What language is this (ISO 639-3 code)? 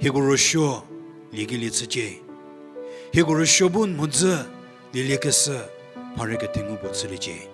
njm